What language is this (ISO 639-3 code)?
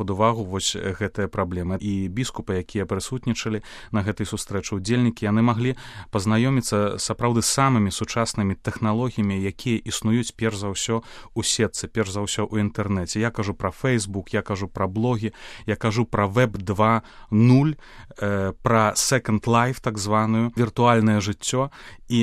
bel